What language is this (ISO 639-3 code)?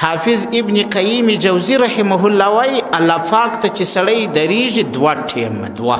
pus